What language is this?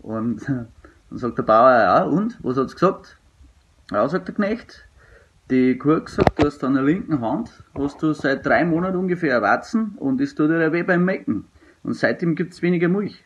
Bavarian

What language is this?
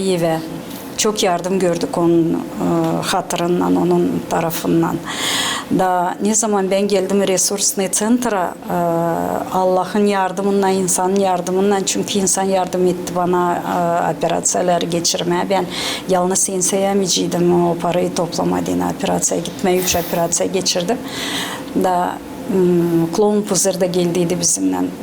Gagauz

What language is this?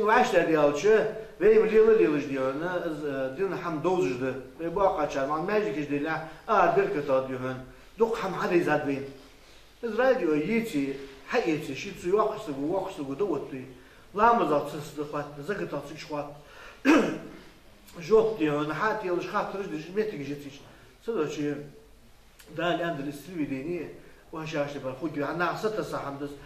Ingush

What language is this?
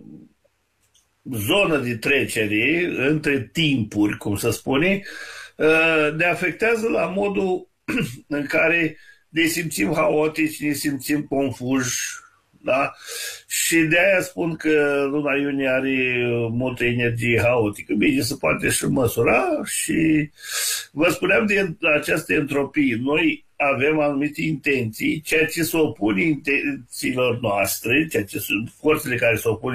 Romanian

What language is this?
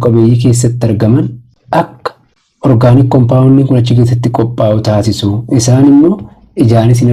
Oromo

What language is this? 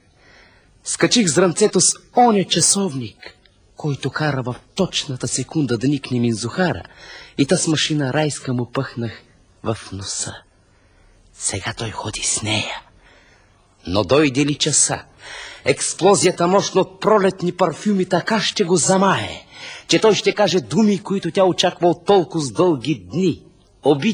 Bulgarian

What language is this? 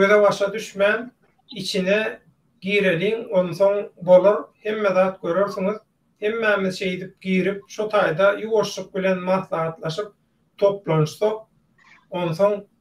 Turkmen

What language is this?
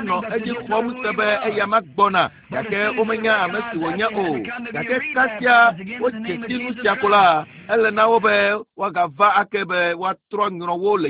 Ewe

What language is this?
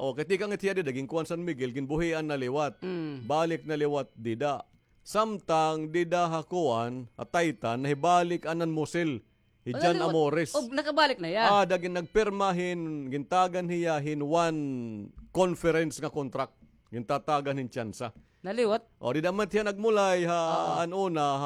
Waray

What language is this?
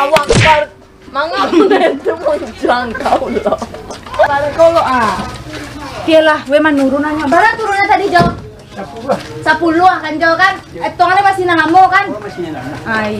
Minangkabau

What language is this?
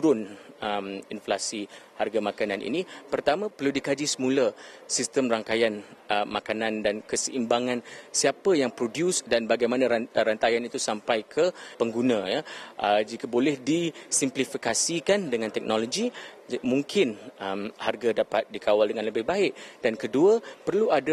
Malay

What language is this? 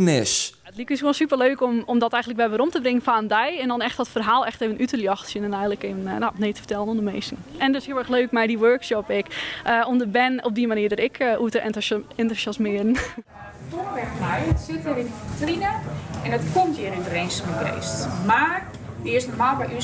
Western Frisian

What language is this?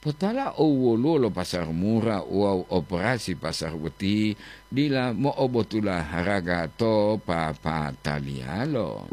Gorontalo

